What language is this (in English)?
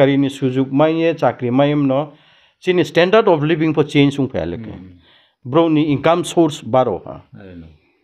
Riang (India)